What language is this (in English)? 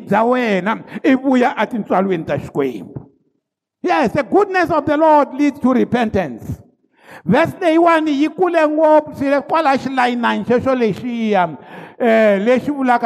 Tsonga